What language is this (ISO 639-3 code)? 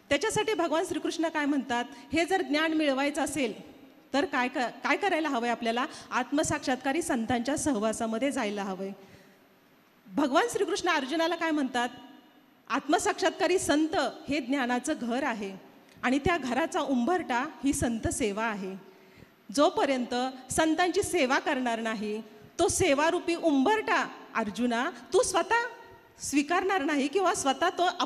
mar